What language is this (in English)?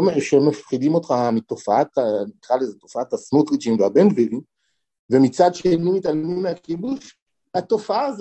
Hebrew